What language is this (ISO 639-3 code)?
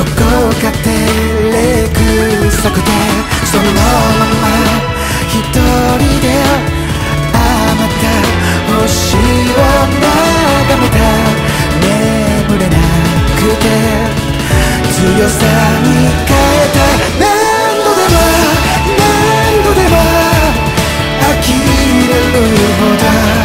jpn